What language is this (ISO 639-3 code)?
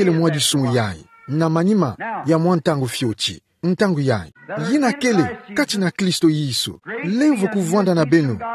ktu